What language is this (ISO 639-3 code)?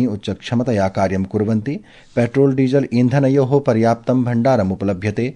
san